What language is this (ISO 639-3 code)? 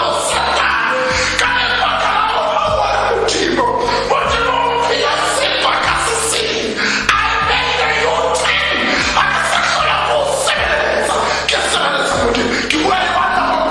tsn